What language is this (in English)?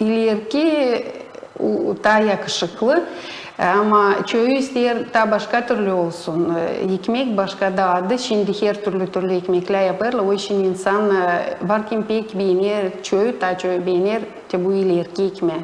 Gagauz